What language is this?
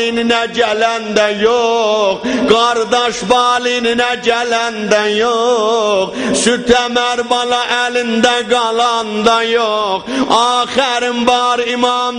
South Azerbaijani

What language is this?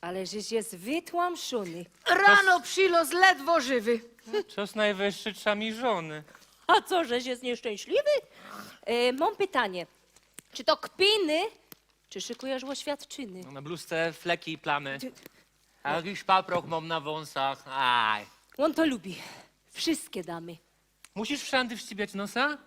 Silesian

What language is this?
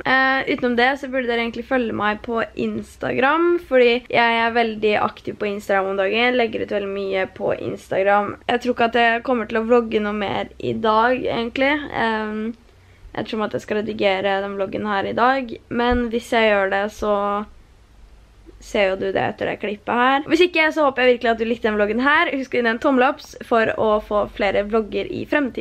Norwegian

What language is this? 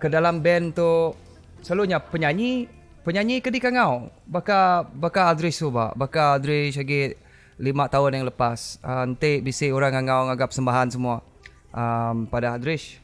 Iban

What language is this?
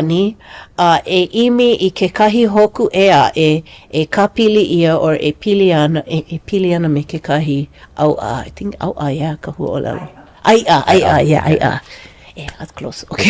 Hawaiian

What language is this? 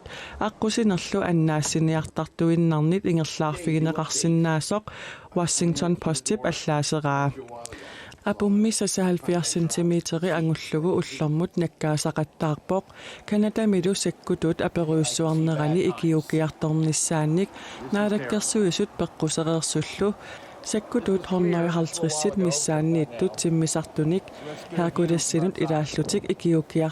Kalaallisut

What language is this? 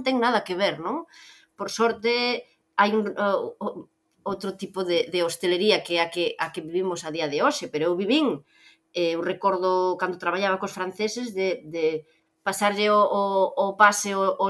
Galician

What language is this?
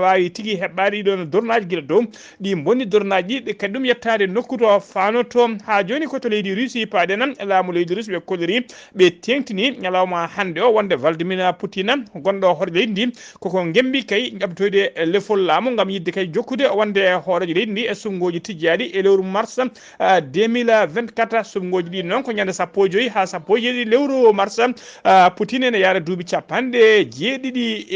Fula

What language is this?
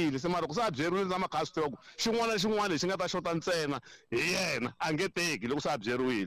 Tsonga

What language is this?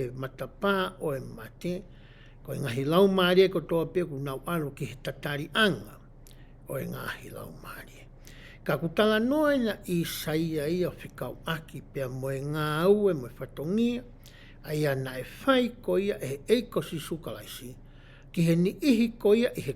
Tongan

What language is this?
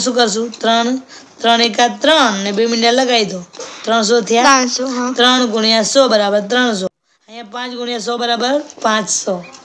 Gujarati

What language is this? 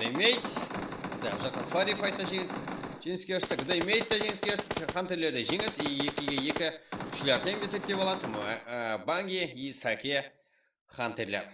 Kara-Kalpak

